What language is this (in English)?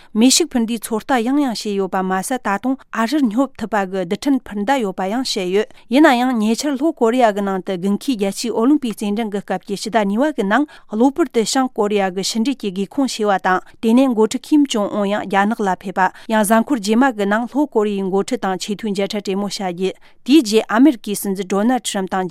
Tibetan